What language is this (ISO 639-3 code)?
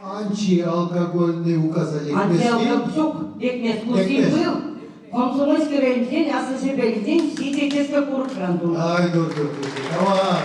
chv